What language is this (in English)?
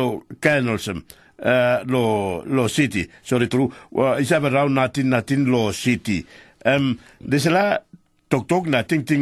Tok Pisin